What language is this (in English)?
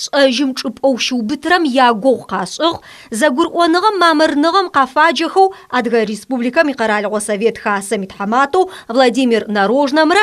Adyghe